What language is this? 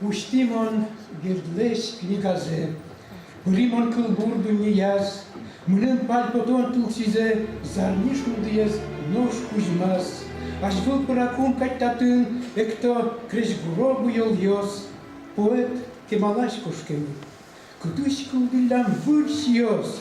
Udmurt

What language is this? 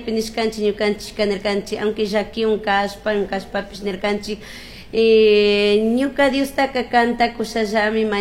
Chimborazo Highland Quichua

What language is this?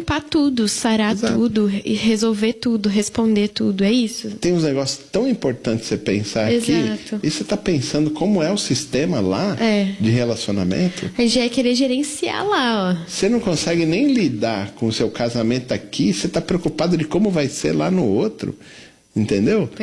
Portuguese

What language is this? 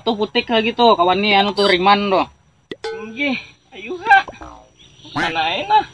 Banjar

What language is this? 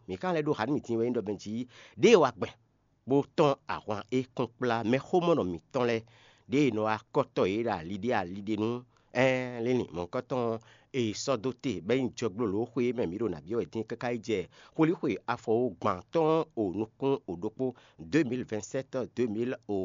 Fon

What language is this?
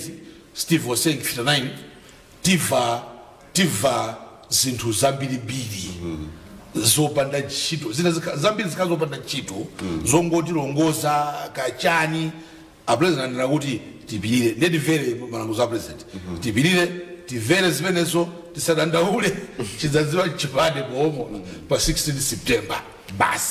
Nyanja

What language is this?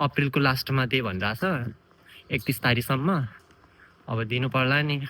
Nepali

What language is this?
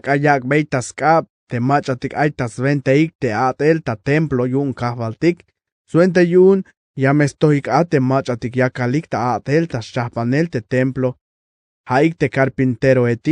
Tzeltal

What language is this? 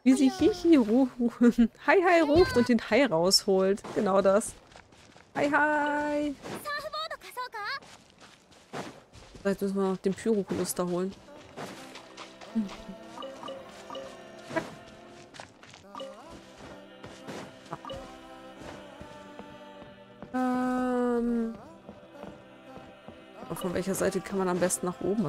German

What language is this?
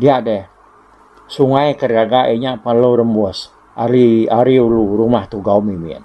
Iban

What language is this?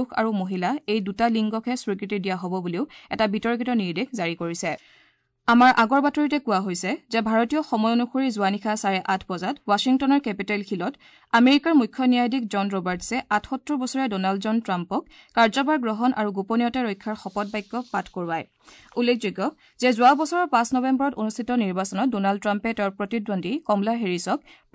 Assamese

